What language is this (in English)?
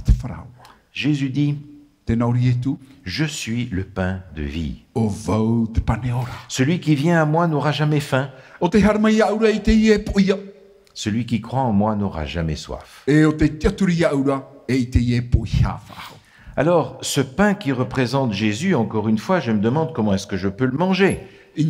Tahitian